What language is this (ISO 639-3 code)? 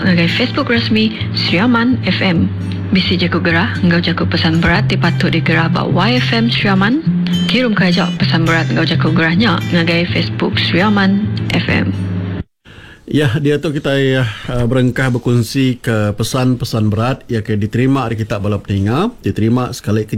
iba